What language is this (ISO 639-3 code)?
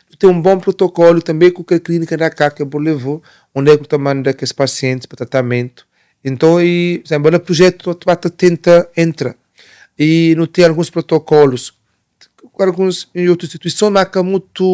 kea